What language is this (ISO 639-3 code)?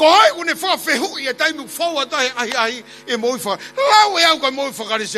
ton